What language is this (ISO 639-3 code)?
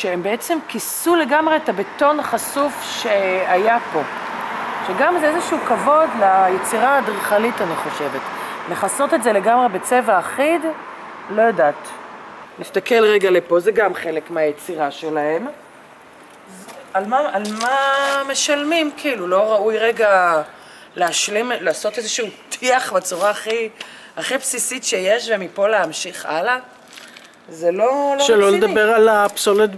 heb